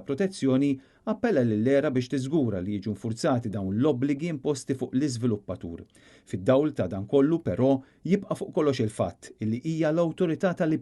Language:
Maltese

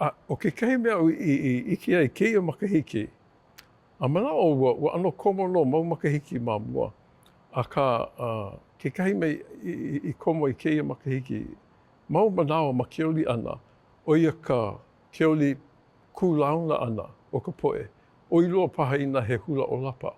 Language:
Hawaiian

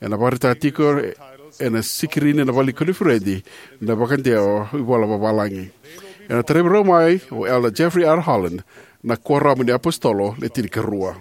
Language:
Fijian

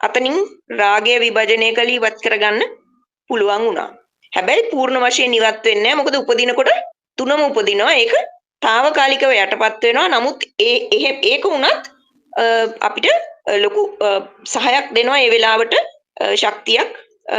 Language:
Sinhala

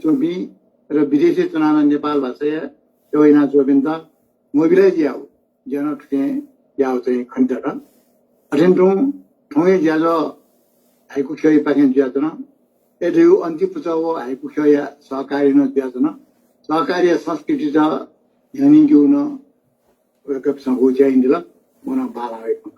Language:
Newari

